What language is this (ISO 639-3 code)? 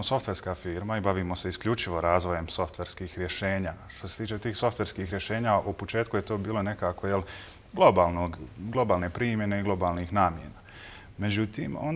bos